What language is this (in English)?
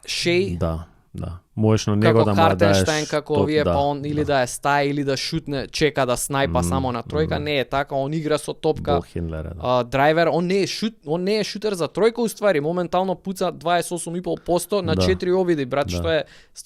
Macedonian